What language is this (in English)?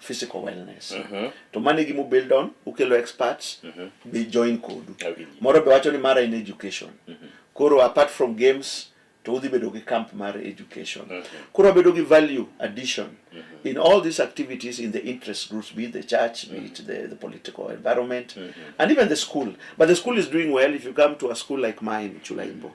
Luo (Kenya and Tanzania)